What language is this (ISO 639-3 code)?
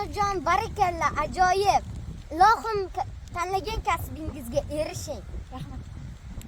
uzb